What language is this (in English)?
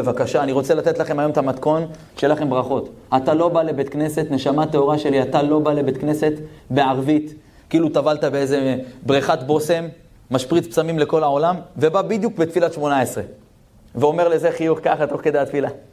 Hebrew